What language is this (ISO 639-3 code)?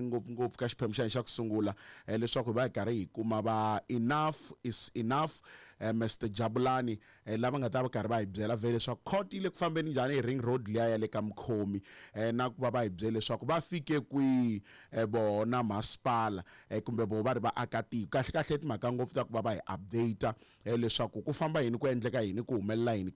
tso